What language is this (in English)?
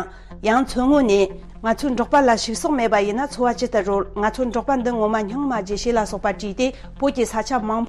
Tibetan